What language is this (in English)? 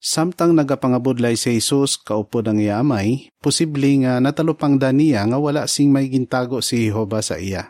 Hiligaynon